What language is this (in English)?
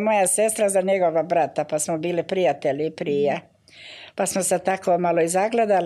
Bosnian